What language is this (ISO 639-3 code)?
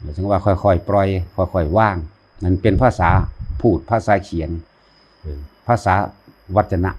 lao